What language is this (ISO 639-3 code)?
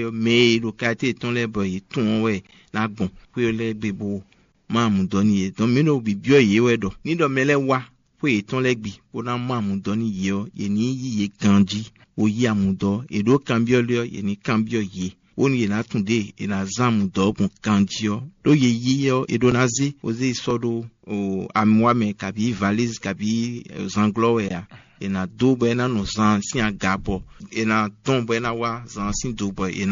fon